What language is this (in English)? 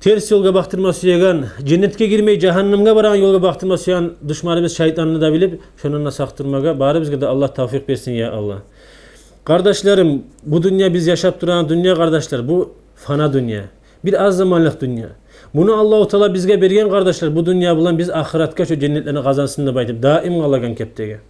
Kumyk